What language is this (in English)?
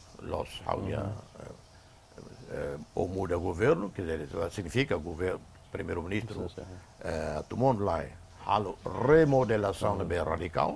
Tetum